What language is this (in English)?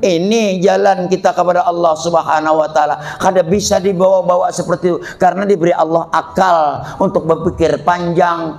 Banjar